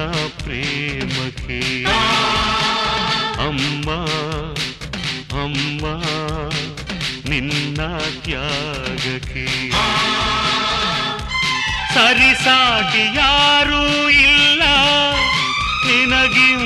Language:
Kannada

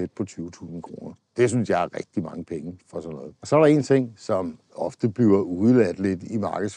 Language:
Danish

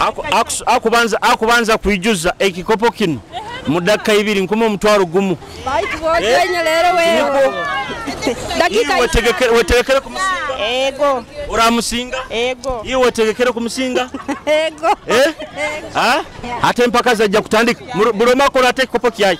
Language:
Nyoro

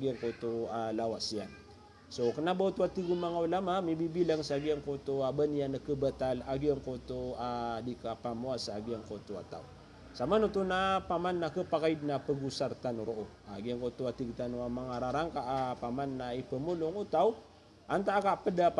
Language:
Maranao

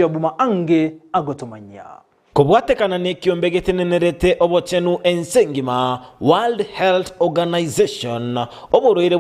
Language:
Gusii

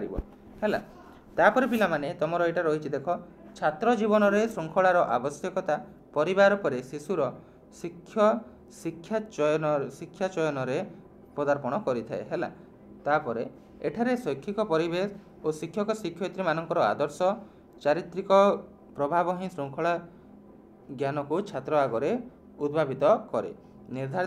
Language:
Odia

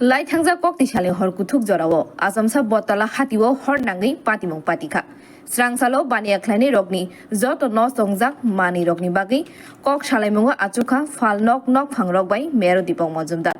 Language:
Kok Borok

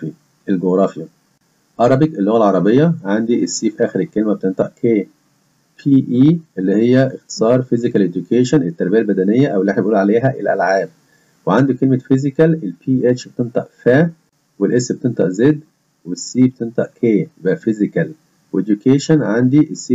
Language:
Egyptian Arabic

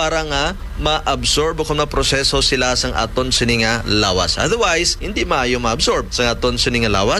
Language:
Hiligaynon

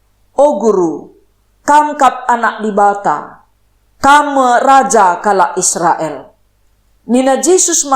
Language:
Batak Karo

